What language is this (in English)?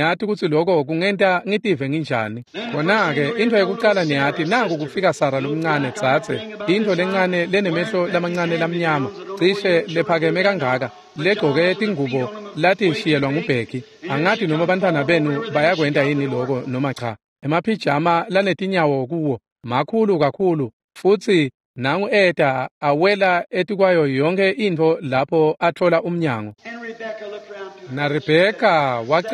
Swati